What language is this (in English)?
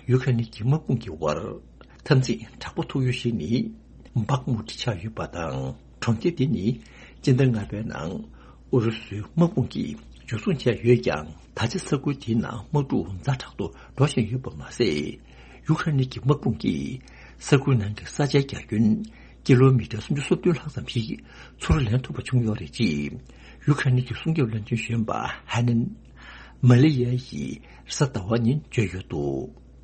Tibetan